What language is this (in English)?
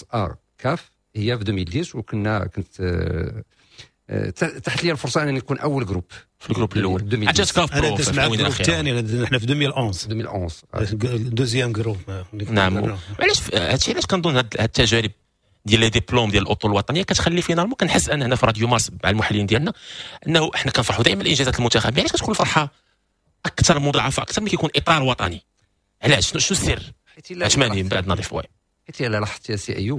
Moroccan Arabic